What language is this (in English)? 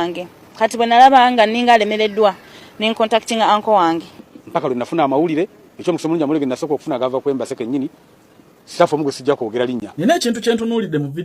Ganda